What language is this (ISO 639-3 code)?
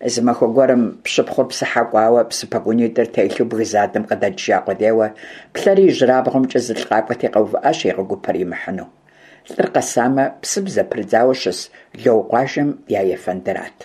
kbd